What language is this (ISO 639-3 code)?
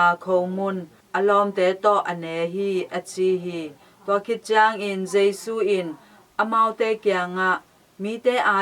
ctd